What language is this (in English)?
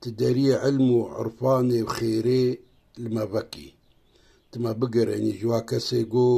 Kurdish